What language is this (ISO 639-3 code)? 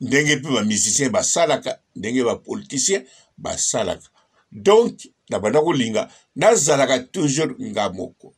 lin